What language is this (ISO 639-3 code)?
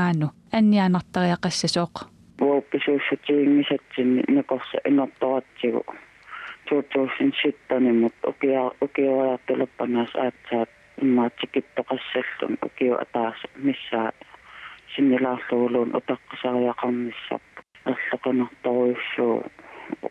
kal